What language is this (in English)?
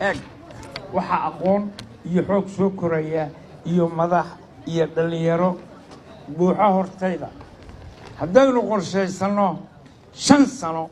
Somali